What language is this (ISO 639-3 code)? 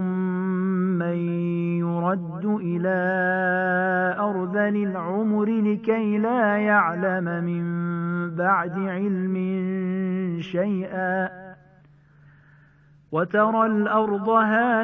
ara